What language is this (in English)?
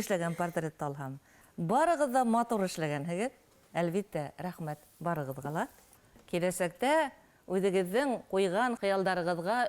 Bashkir